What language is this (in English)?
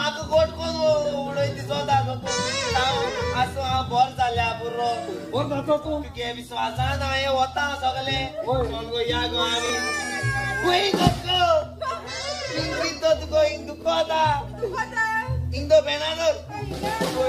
Konkani